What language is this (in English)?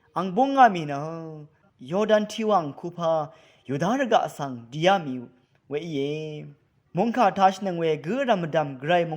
Rawang